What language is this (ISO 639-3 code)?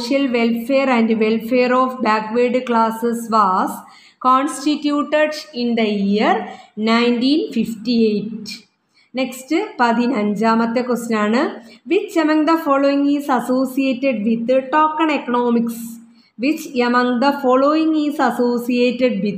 mal